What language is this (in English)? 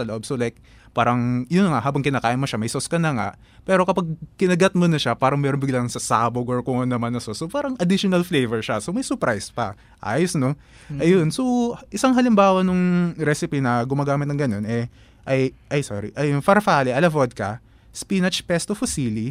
Filipino